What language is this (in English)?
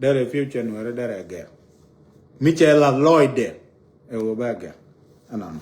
Nuer